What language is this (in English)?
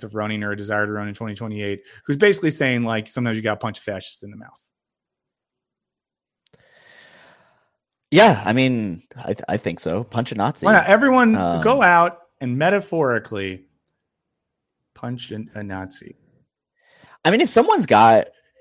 English